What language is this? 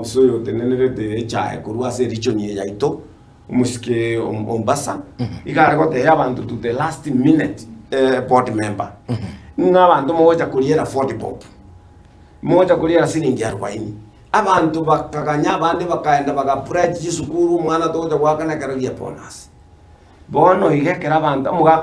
Gusii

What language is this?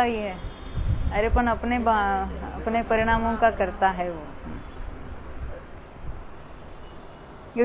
Hindi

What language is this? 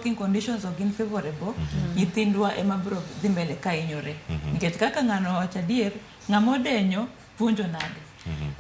Luo (Kenya and Tanzania)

